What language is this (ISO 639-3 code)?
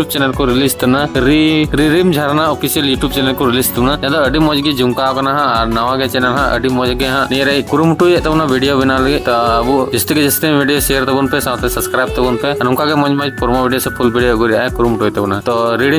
sat